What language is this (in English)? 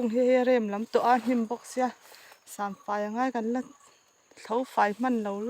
Mizo